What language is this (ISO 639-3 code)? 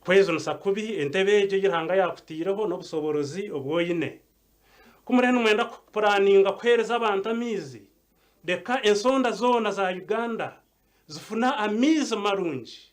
nyn